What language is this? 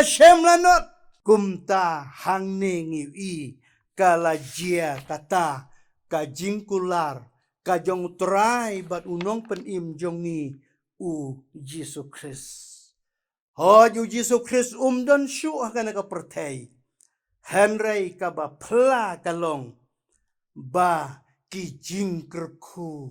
Khasi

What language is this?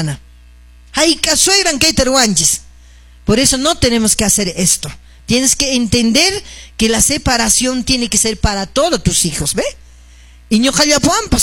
Quechua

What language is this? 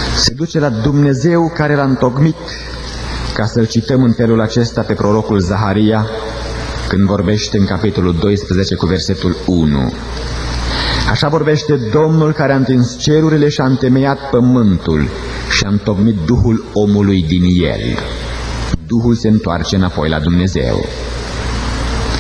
Romanian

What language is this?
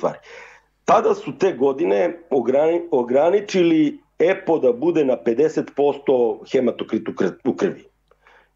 Serbian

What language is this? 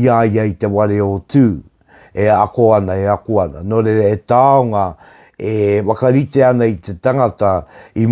Māori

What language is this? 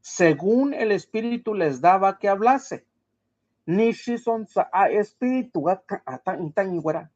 Mixtepec Mixtec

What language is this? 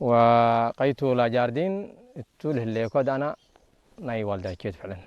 Tigre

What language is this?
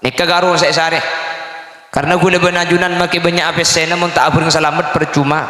Madurese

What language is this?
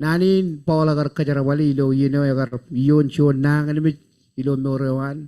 Marshallese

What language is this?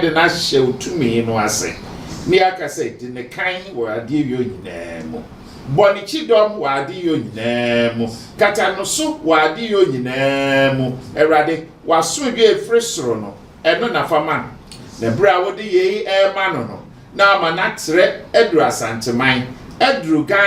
Akan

